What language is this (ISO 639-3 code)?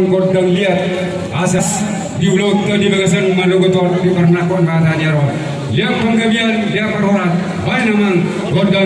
bbc